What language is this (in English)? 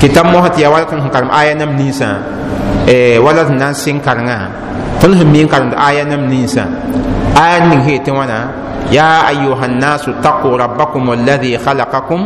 Mossi